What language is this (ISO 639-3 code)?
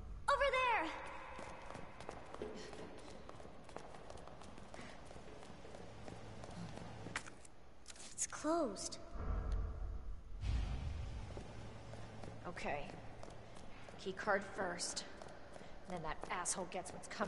eng